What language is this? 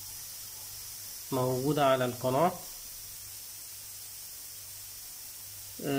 Egyptian Arabic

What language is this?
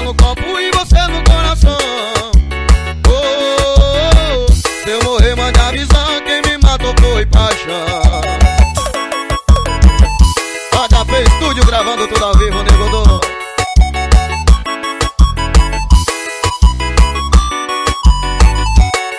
Portuguese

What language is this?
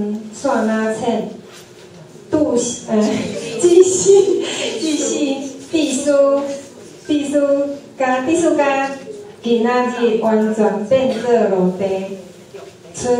Min Nan Chinese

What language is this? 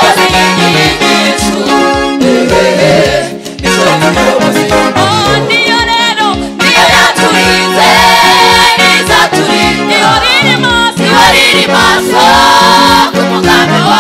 Kinyarwanda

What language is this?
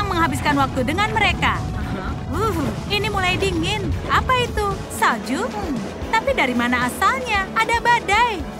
Indonesian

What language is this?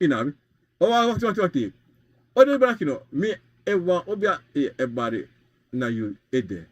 Sranan Tongo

